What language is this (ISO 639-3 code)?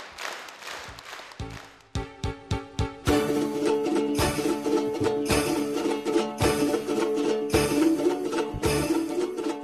kir